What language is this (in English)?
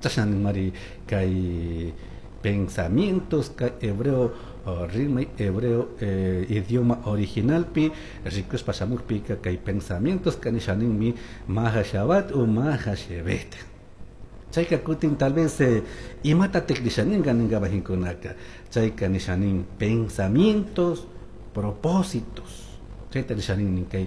Chimborazo Highland Quichua